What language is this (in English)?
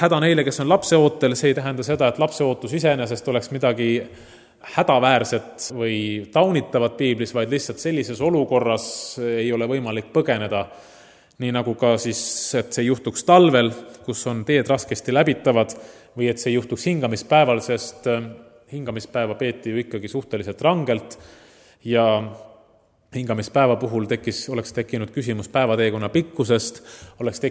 Estonian